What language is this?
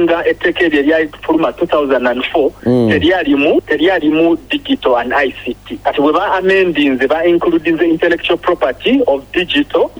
Ganda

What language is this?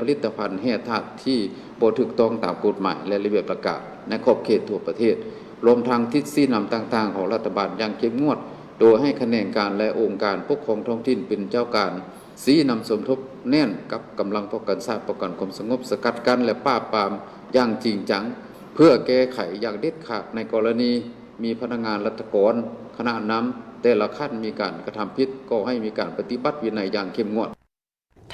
Lao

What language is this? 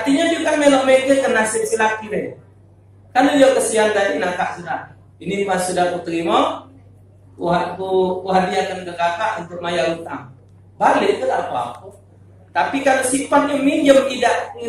Musi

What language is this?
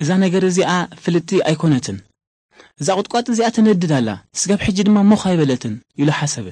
Tigrinya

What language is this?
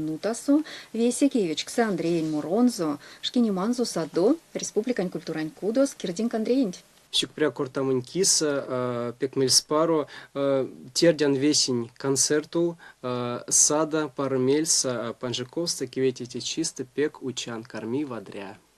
Erzya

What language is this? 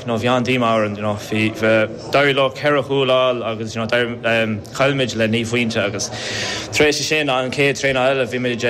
Irish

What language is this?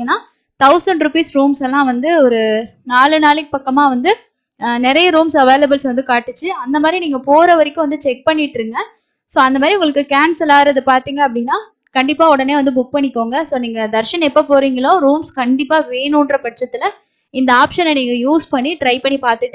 Tamil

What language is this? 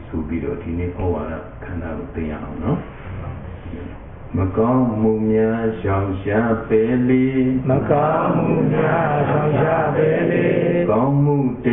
Burmese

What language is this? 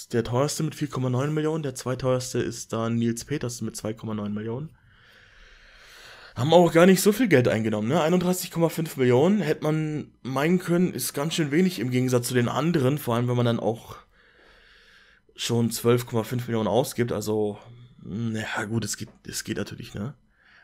German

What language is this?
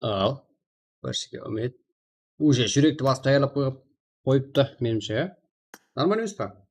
Kara-Kalpak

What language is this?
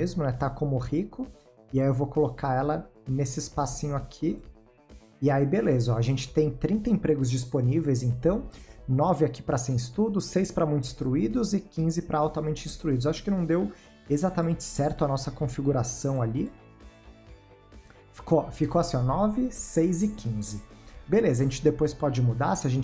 Portuguese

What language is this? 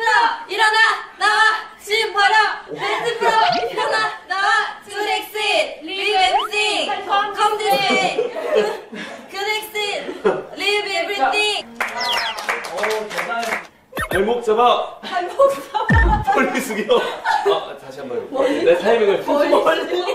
Korean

